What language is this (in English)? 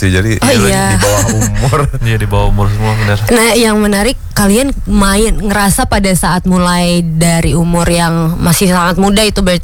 Indonesian